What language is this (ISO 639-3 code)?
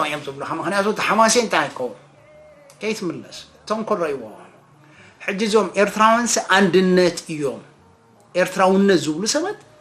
tir